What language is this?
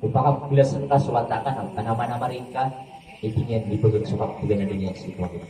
Maranao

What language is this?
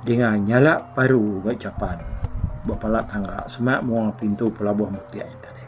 Iban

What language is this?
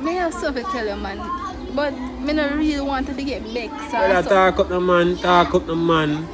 Jamaican Creole English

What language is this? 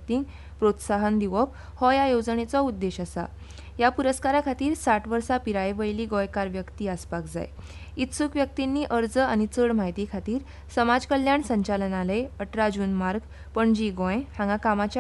Konkani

